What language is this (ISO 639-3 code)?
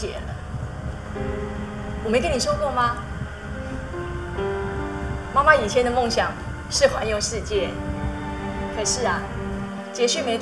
zho